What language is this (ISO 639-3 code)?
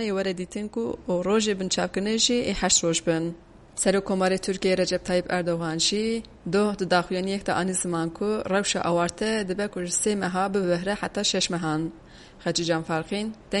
kur